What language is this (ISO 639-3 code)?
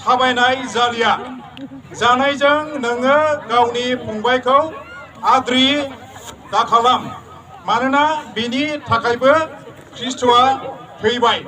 brx